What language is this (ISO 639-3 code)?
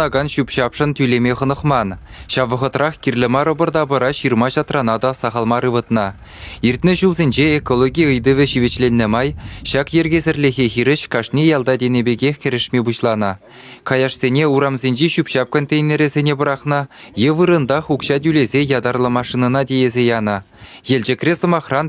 chv